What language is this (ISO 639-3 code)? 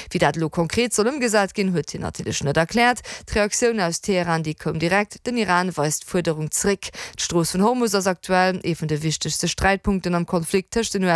ltz